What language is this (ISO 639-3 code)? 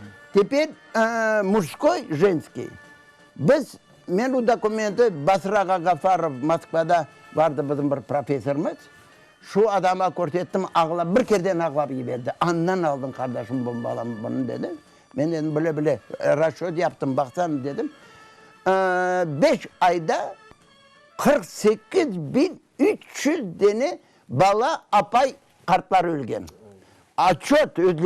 crh